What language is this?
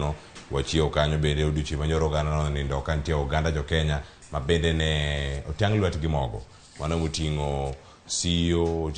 Luo (Kenya and Tanzania)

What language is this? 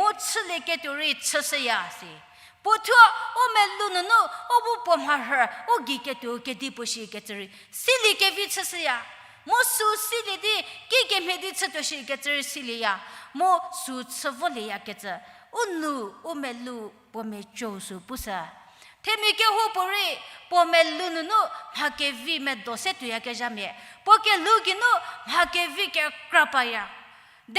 Angami Naga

